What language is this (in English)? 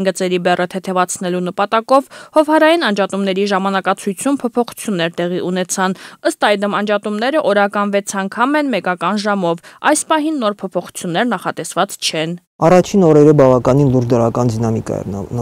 Armenian